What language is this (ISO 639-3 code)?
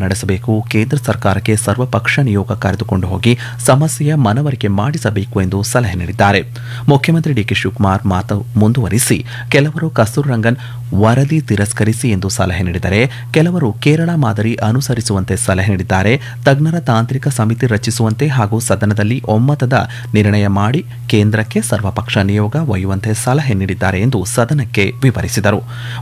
kan